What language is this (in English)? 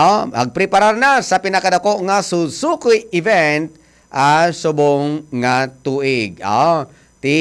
Hiligaynon